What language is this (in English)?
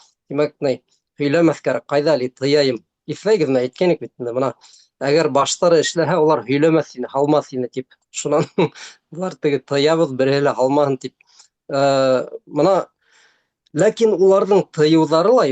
Bashkir